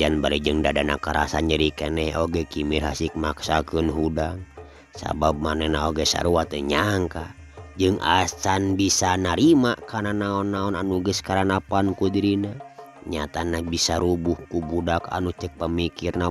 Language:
Sundanese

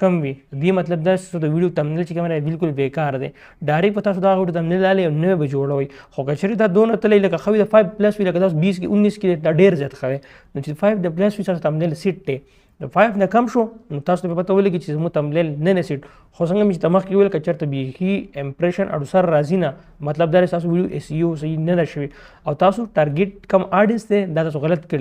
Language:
Pashto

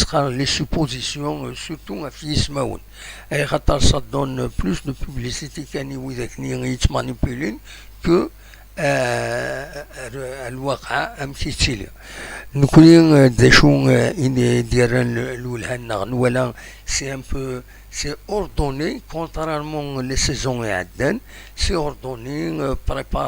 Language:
Kabyle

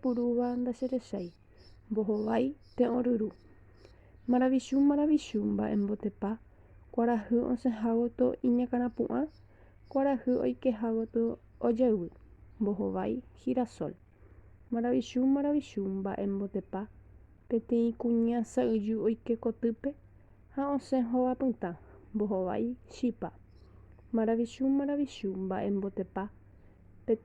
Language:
Guarani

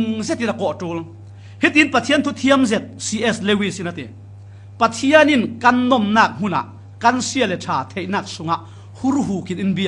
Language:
Falam Chin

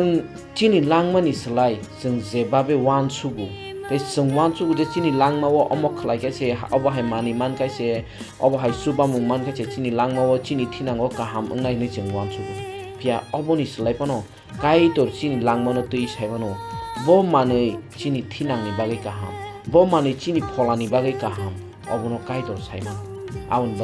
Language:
Kok Borok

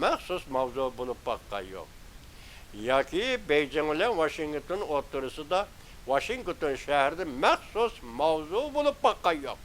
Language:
Uyghur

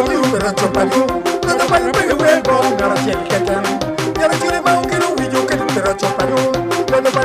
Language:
Acoli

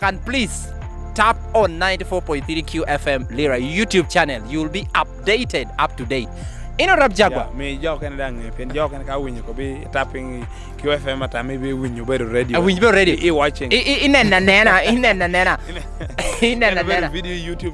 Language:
Lango (Uganda)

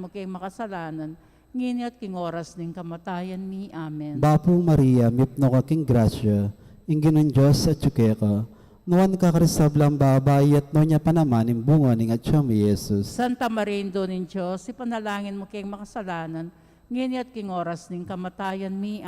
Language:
Pampanga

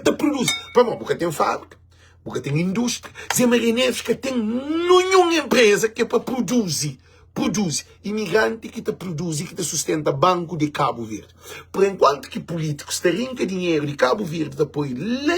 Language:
Kabuverdianu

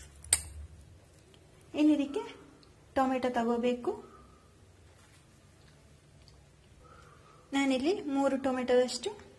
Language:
Kannada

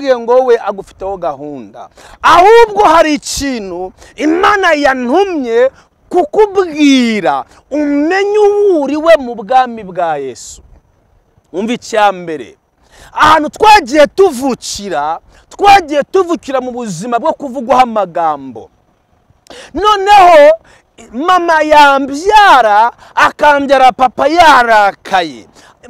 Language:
Kinyarwanda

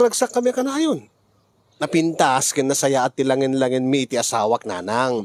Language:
Iloko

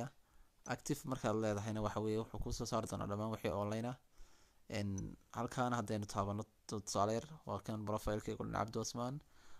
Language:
Somali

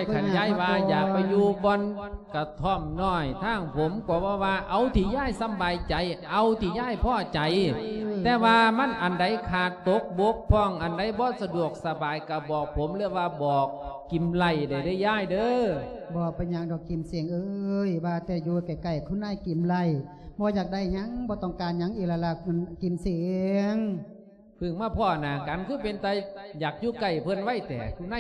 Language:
Lao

